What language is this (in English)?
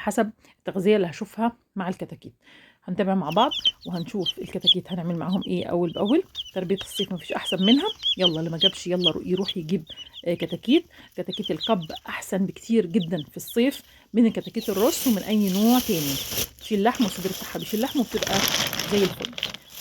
Egyptian Arabic